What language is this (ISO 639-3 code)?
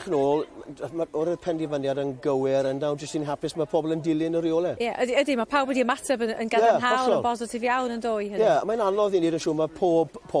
cym